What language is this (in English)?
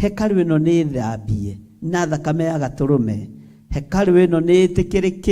Kikuyu